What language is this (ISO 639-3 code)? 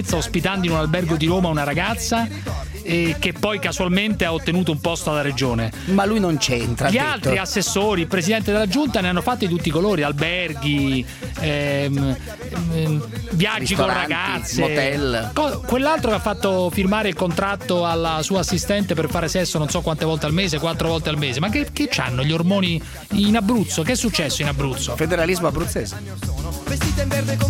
ita